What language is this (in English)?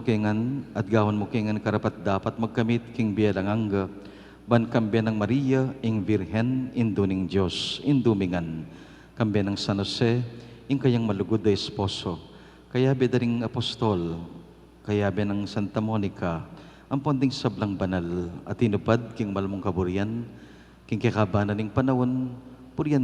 Pampanga